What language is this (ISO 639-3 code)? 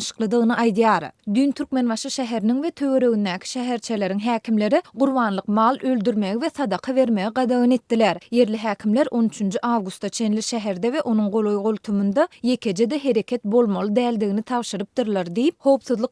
tuk